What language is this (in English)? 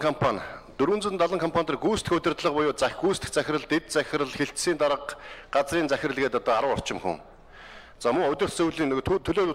Mongolian